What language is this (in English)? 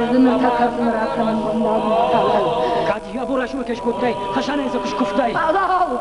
Ossetic